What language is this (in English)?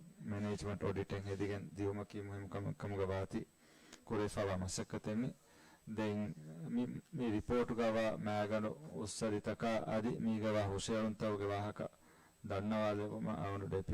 Divehi